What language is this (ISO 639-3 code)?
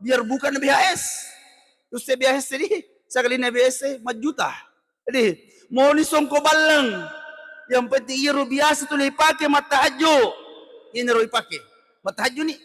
bug